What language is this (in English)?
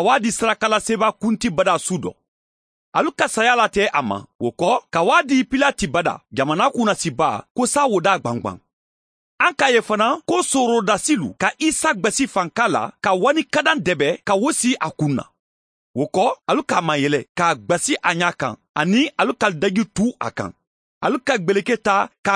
Bambara